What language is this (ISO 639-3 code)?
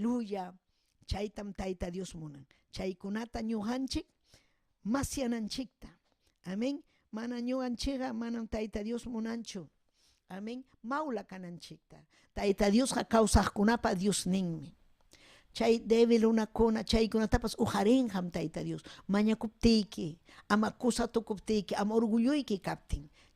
quy